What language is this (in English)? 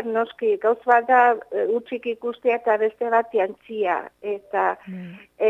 Basque